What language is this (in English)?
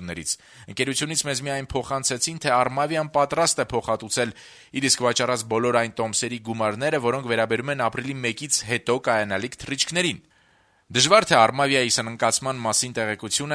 Armenian